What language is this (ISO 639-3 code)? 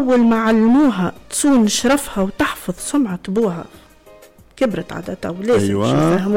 aeb